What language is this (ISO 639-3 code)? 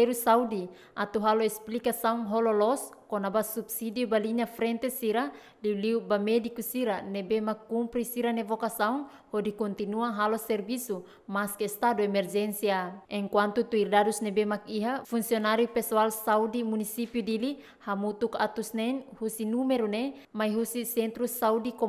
tet